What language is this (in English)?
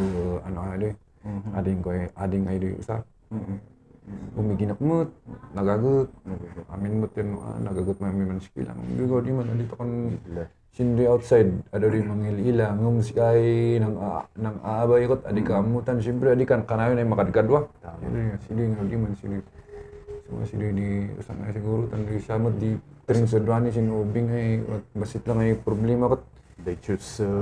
Kankanaey